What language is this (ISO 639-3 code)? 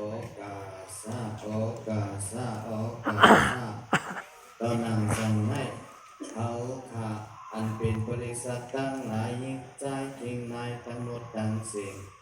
shn